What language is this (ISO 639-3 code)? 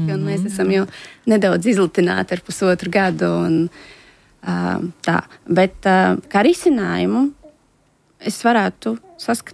lav